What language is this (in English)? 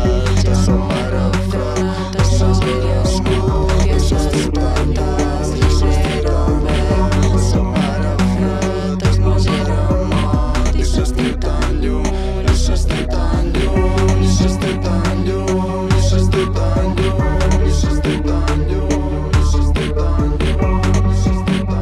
Catalan